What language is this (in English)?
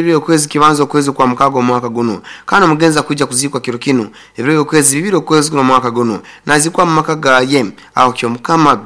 Nyankole